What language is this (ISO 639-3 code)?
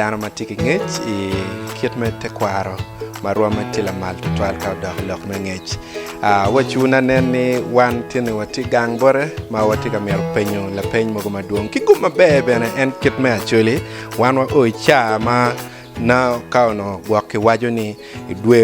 ach